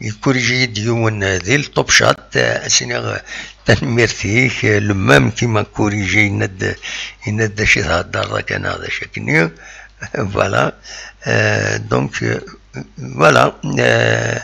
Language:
Kabyle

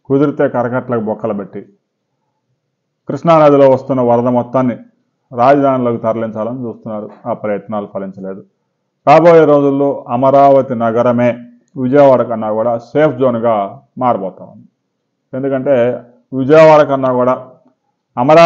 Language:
Telugu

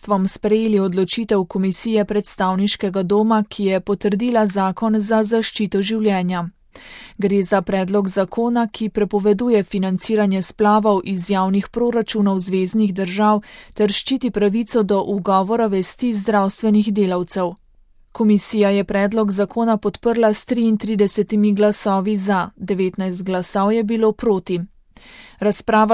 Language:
Slovenian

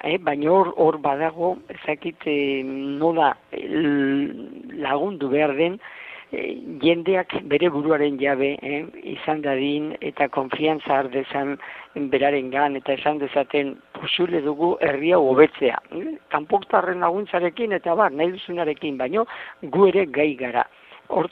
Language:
Basque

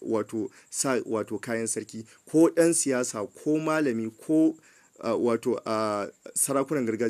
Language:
Hausa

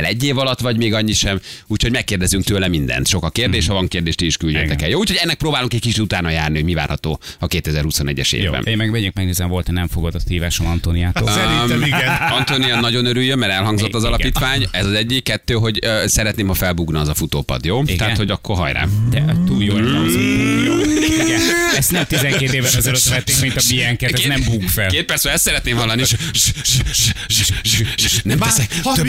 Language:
Hungarian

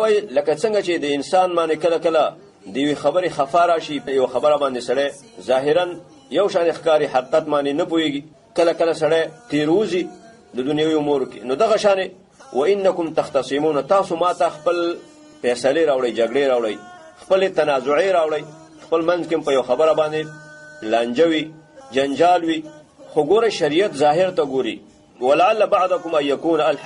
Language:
Pashto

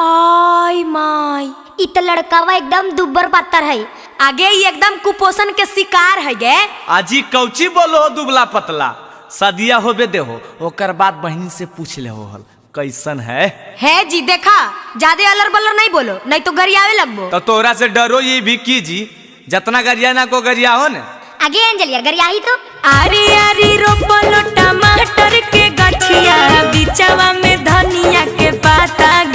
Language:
Magahi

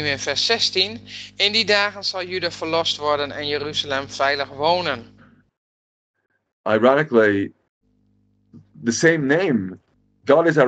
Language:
Dutch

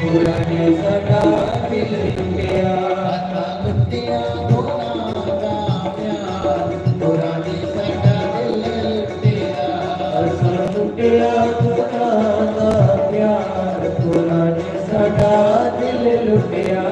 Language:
Dogri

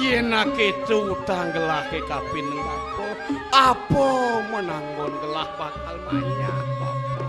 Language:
Balinese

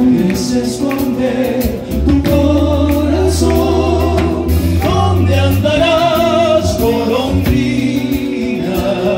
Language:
Spanish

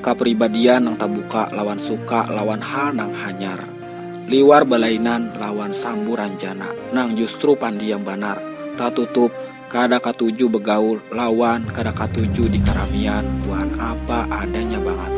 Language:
Banjar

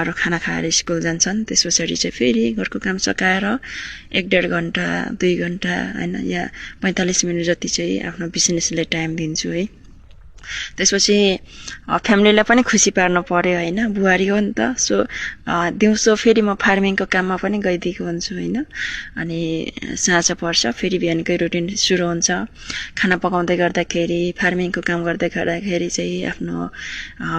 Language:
Nepali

